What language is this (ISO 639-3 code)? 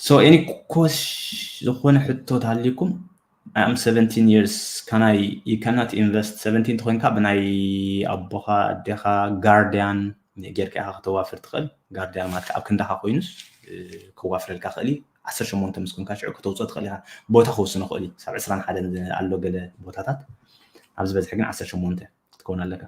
tir